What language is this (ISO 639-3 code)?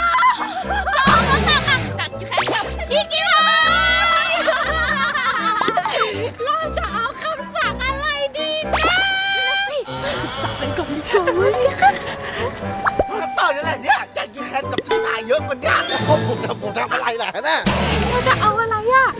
tha